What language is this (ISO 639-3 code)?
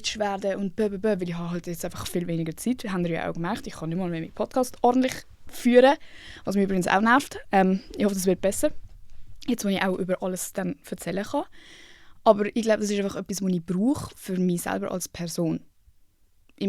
gsw